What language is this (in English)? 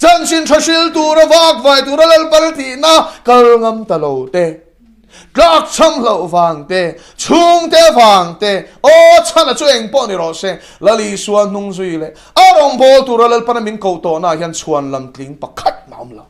Mizo